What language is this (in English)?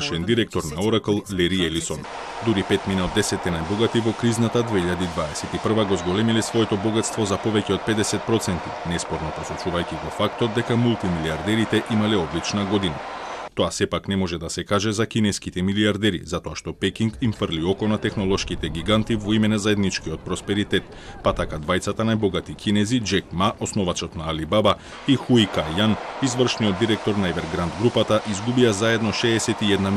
Macedonian